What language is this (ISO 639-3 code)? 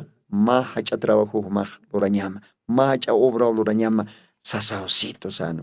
aym